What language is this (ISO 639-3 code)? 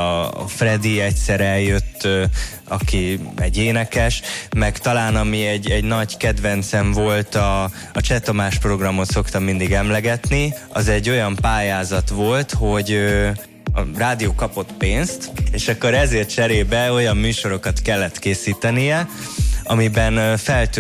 hun